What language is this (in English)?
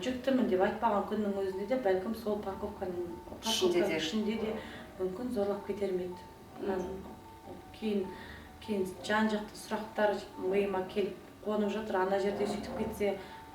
Kazakh